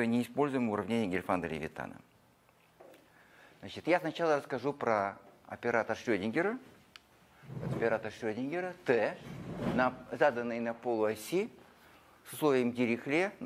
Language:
Russian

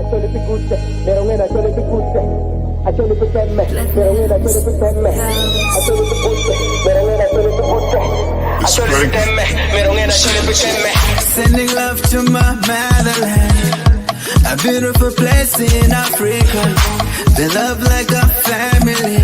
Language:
Acoli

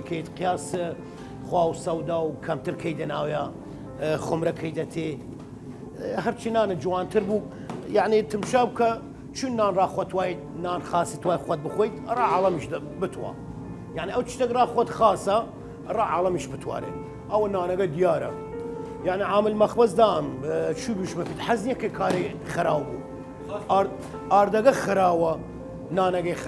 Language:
Southern Kurdish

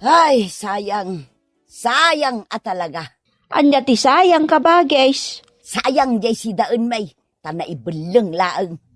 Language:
Iloko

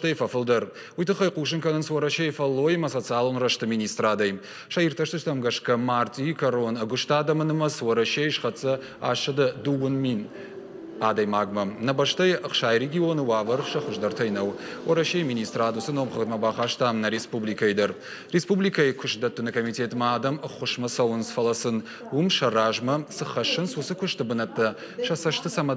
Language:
Ossetic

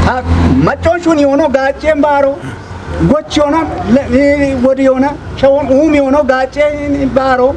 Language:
Kafa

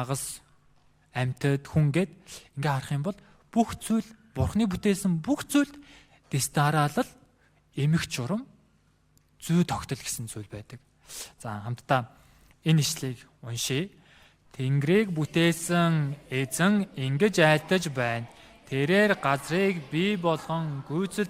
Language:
Mongolian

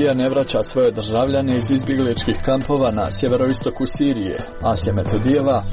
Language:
Croatian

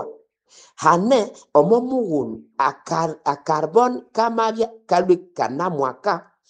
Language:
Nande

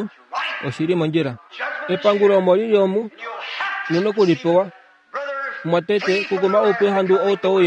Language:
Kuanyama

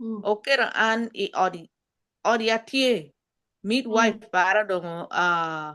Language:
Acoli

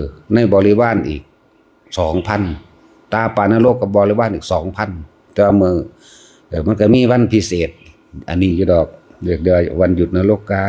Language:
Northeastern Thai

